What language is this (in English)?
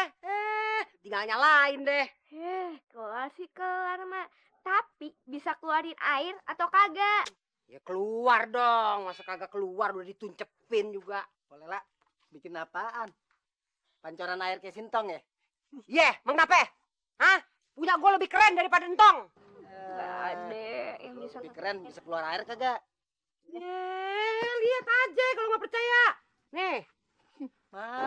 Betawi